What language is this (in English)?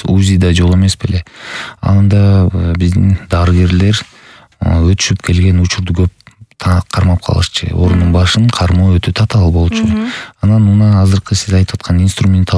Kyrgyz